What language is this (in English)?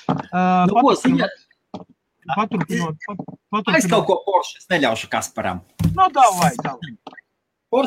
Latvian